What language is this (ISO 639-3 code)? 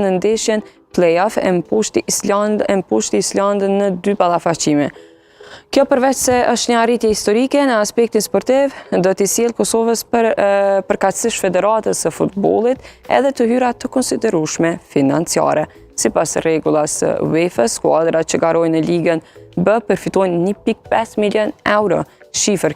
sqi